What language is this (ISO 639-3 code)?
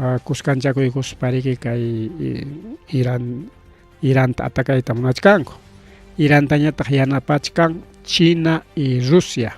quy